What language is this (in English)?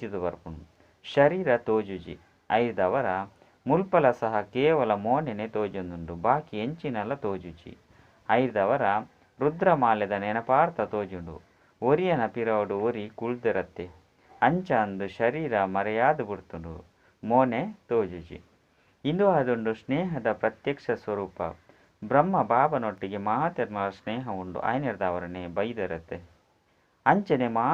Tulu